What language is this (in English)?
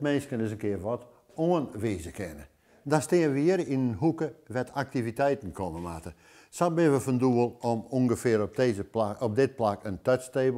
Western Frisian